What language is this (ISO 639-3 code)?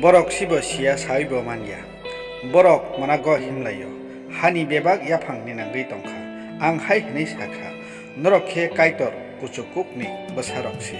trp